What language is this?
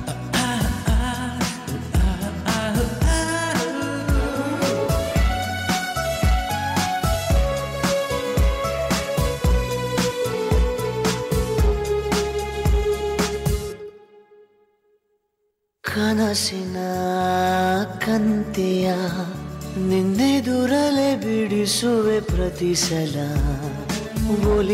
Kannada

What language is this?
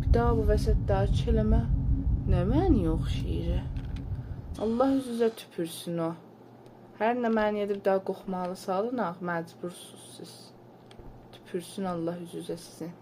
South Azerbaijani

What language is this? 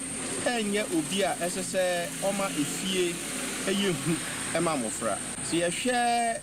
Akan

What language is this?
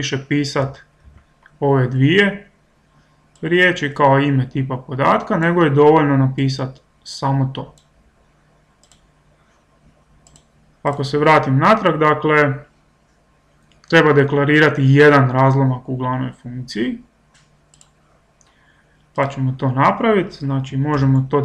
Croatian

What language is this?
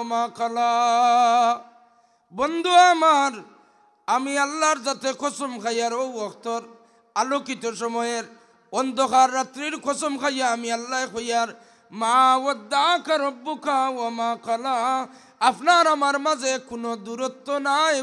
Sylheti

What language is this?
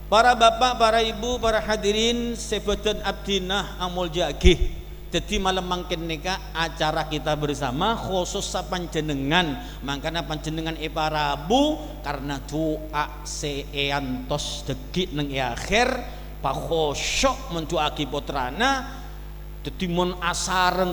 Madurese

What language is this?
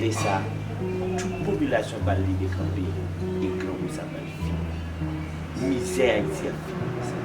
Haitian Creole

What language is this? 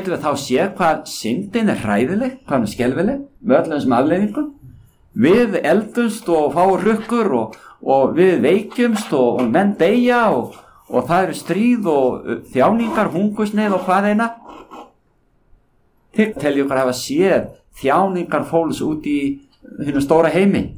Icelandic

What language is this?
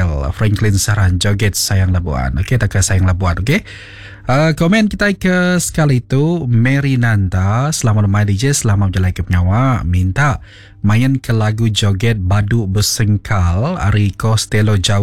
Iban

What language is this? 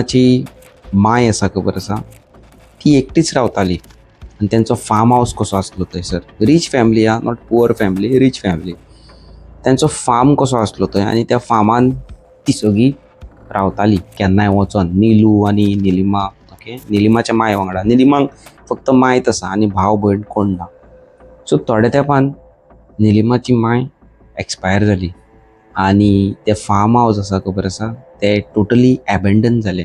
Konkani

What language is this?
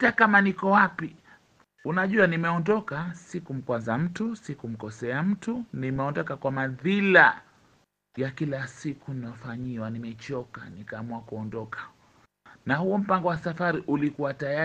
Swahili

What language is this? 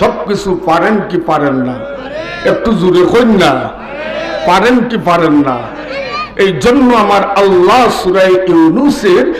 Sylheti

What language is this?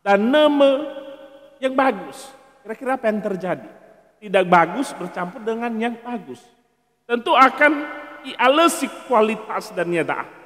Nias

